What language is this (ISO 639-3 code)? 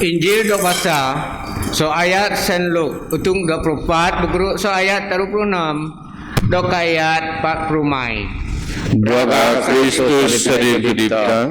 bth